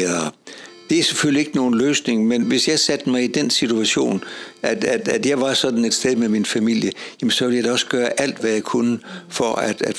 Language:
Danish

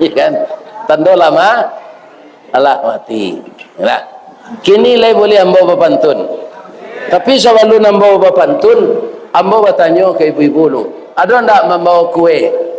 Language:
Minangkabau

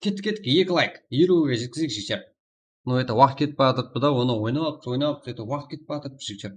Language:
Kara-Kalpak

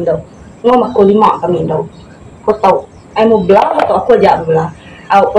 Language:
Iban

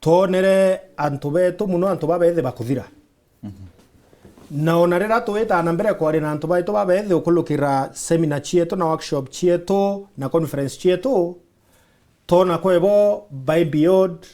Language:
Meru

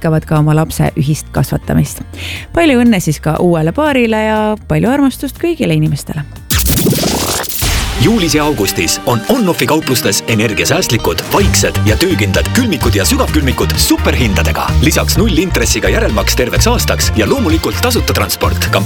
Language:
Estonian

